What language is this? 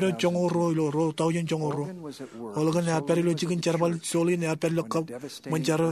Marshallese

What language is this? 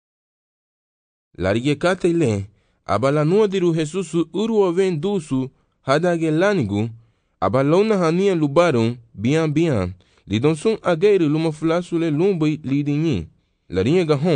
Garifuna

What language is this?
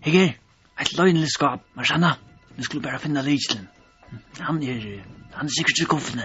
Faroese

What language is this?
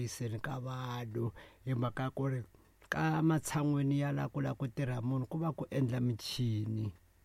Tsonga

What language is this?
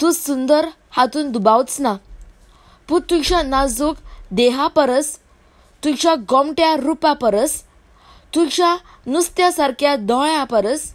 Konkani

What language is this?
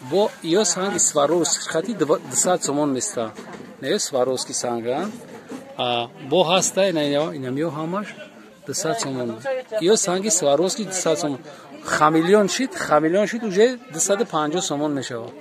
Tajik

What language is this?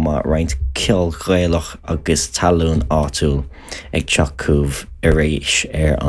Irish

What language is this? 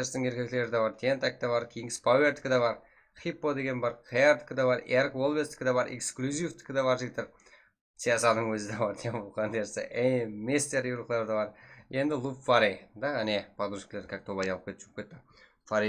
Kara-Kalpak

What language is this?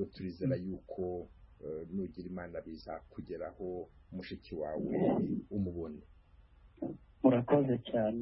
Kinyarwanda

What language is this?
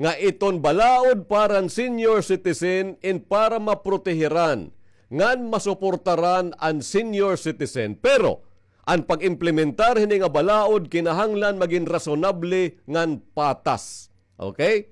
Waray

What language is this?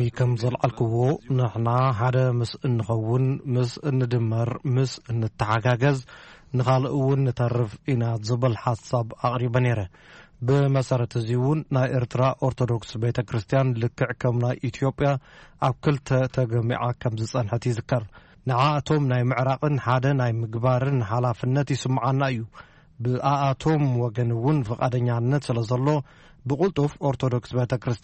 Tigrinya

